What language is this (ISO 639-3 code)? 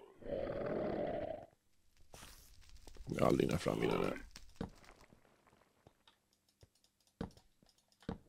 swe